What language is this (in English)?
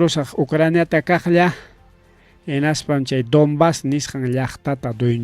Ayacucho Quechua